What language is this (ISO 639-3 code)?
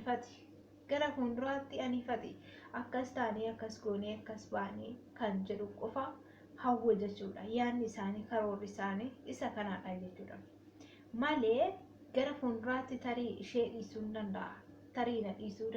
orm